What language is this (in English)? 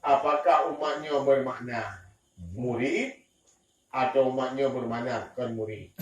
Achinese